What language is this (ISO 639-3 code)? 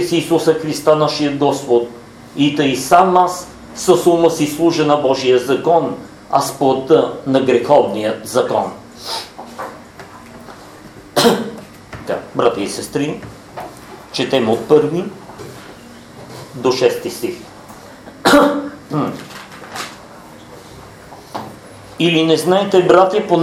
bul